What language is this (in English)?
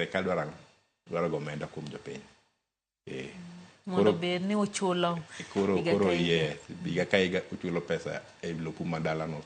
Luo (Kenya and Tanzania)